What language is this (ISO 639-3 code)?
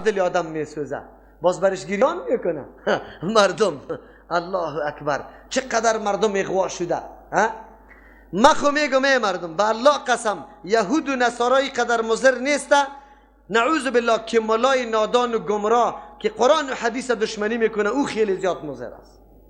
fas